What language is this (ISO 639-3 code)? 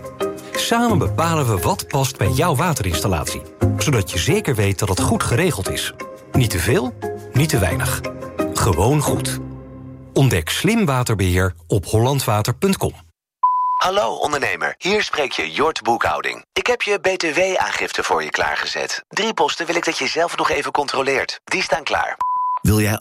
nld